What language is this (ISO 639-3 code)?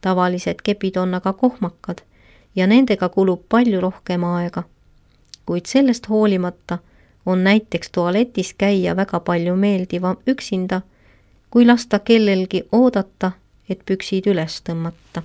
est